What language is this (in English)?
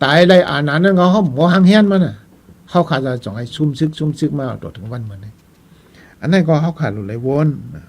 Shan